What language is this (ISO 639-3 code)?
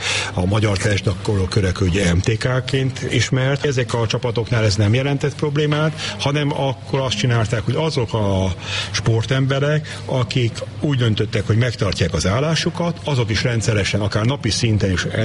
hun